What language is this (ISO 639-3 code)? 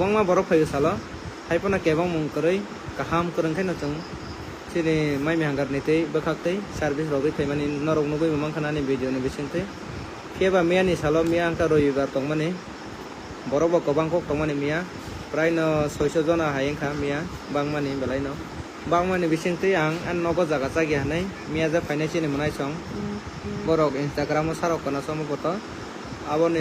trp